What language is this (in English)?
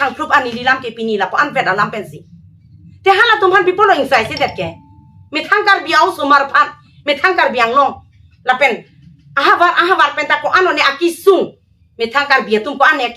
Karbi